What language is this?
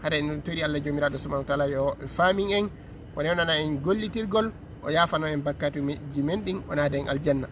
Fula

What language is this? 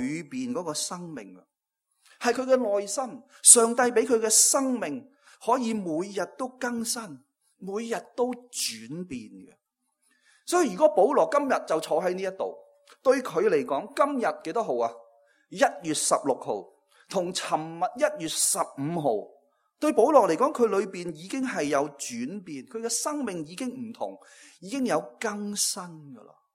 Cantonese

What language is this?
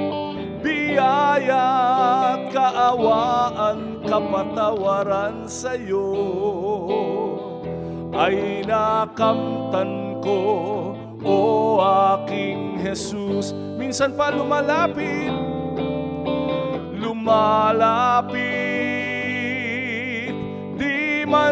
Filipino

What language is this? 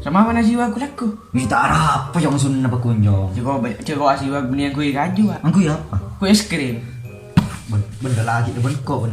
Madurese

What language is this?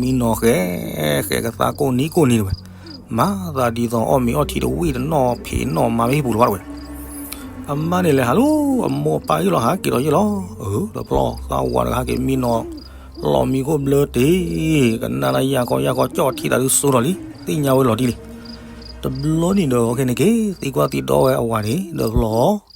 S'gaw Karen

